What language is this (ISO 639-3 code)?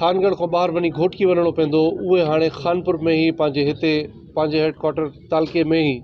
snd